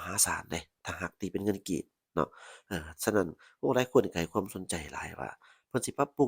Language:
Lao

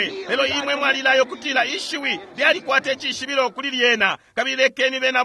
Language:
Bemba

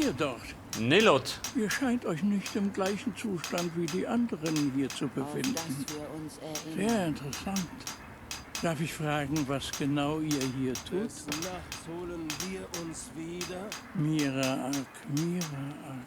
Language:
Bavarian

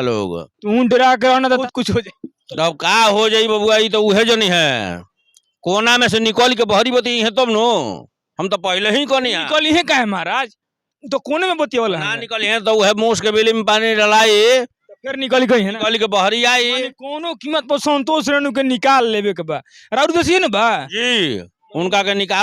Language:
Bhojpuri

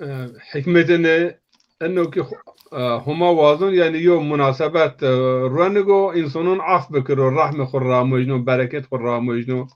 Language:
Zaza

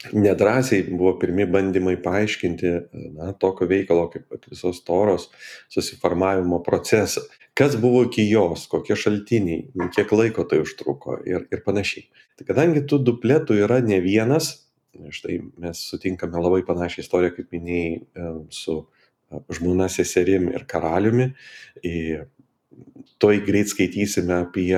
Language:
Lithuanian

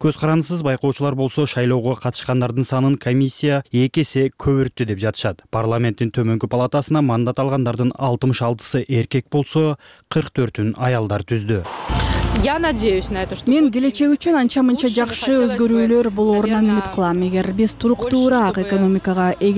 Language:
Kyrgyz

